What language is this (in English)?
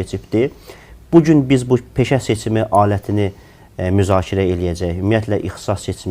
Azerbaijani